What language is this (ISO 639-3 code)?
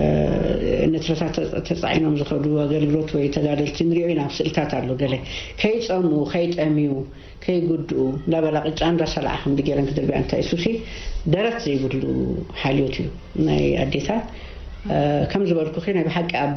tir